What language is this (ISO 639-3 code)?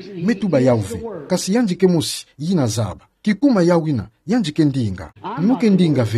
ktu